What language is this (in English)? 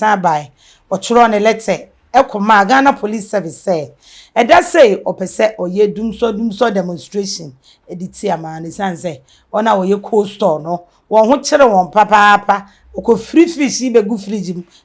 Akan